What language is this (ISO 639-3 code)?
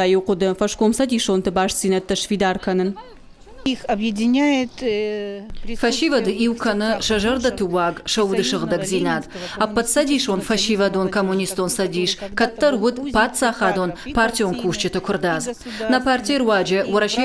oss